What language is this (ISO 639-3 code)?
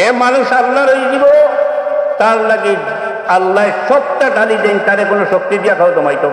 syl